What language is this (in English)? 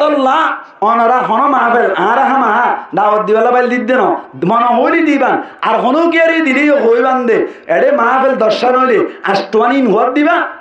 Rohingya